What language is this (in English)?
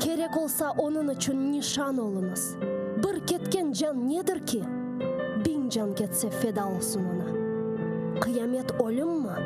Crimean Tatar